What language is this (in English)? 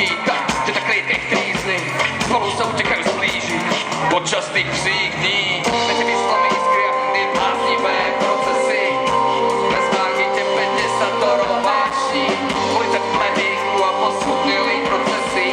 Slovak